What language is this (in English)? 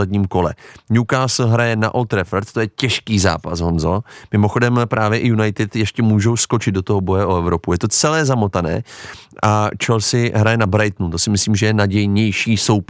Czech